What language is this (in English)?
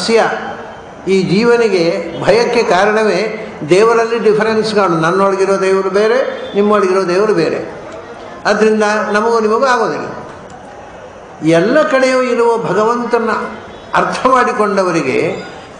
Kannada